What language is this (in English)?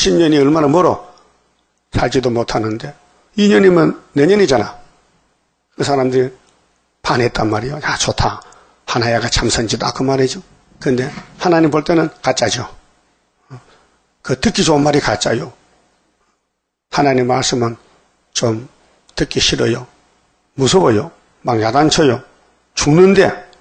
Korean